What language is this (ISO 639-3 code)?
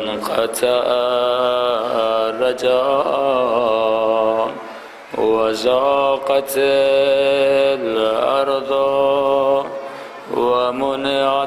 urd